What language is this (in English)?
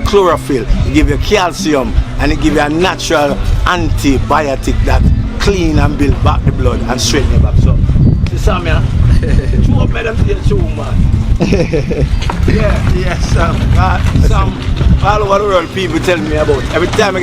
Jamaican Creole English